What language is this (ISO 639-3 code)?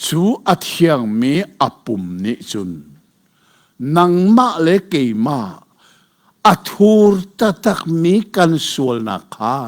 cnh